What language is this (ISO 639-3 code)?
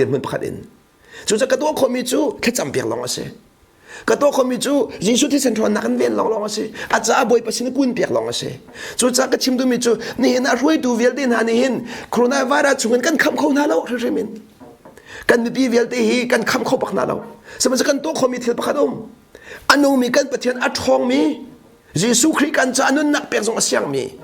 cnh